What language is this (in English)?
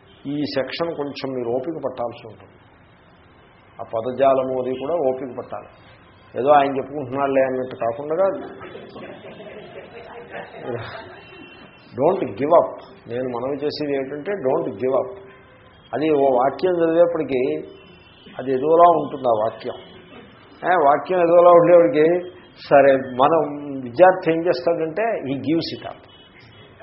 Telugu